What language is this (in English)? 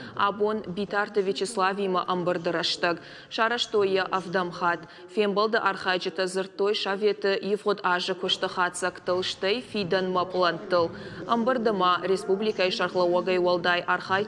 Ossetic